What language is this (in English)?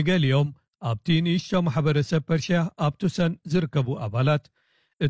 Tigrinya